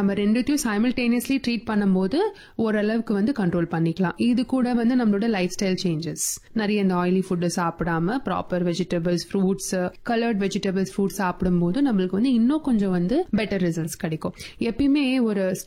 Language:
Tamil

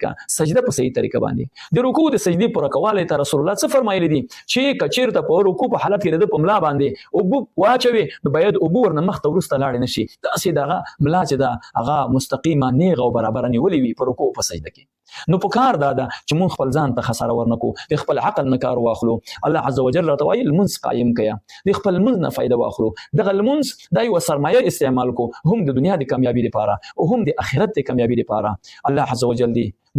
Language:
Pashto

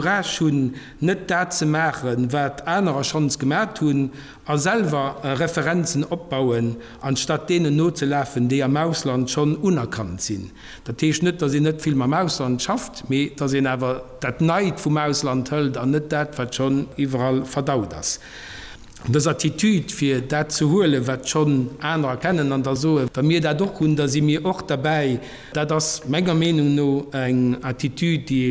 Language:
Luxembourgish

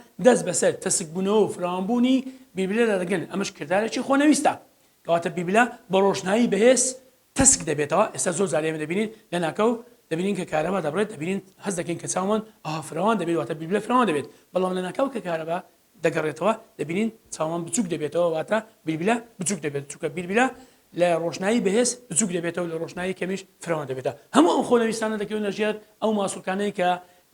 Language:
Central Kurdish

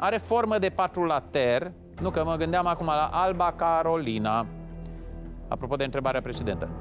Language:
Romanian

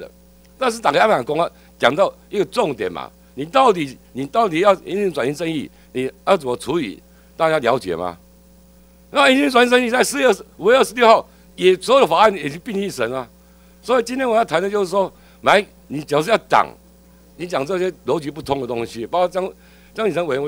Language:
Chinese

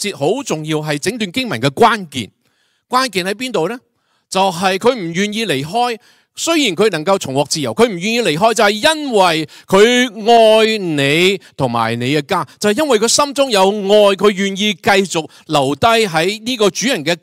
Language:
Cantonese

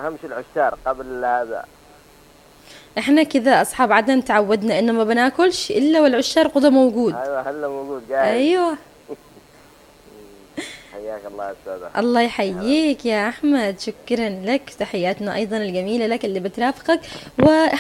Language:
Arabic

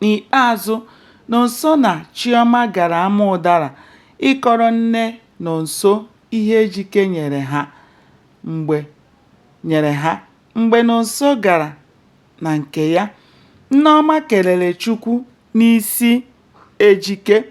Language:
Igbo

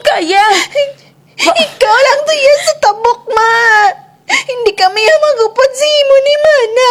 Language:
Kinaray-a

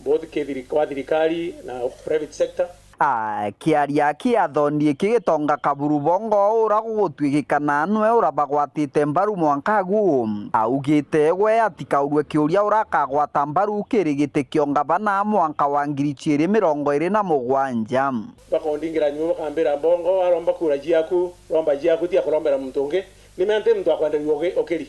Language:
Meru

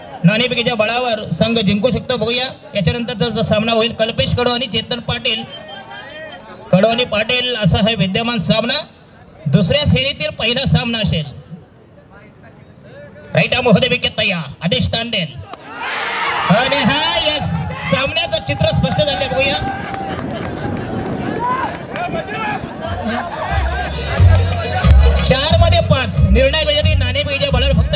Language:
Marathi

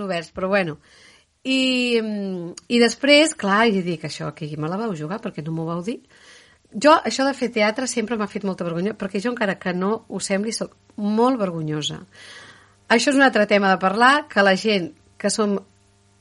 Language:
Catalan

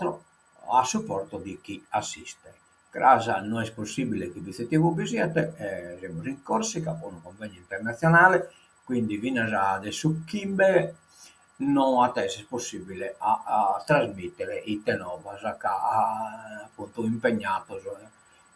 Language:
Sardinian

